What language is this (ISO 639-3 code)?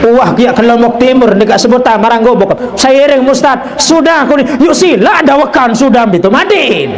sas